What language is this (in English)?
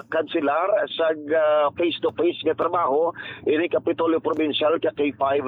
Hiligaynon